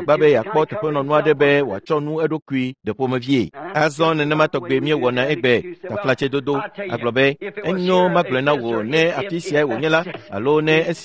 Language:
Ewe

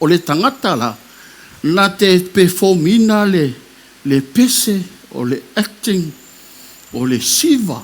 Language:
Samoan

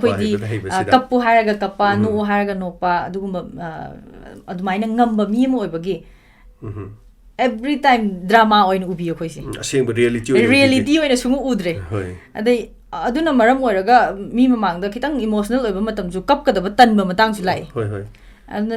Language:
Manipuri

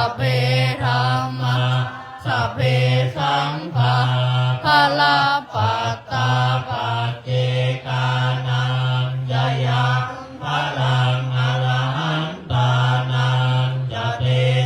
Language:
Pali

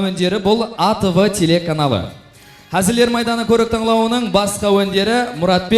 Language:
Kara-Kalpak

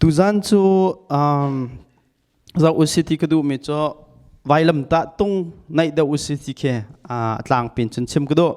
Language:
Hakha Chin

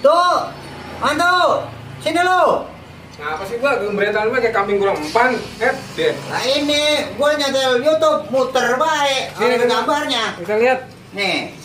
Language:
Betawi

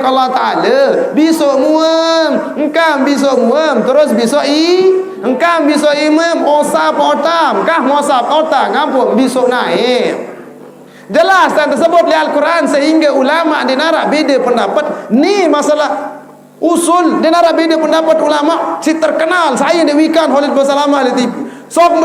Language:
Sasak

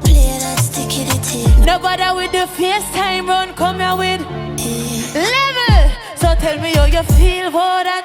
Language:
Jamaican Creole English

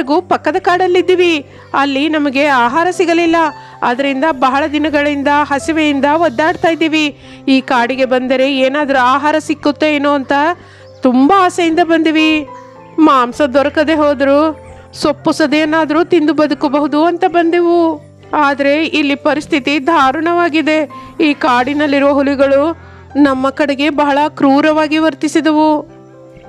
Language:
Kannada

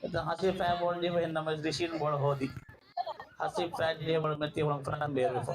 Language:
Divehi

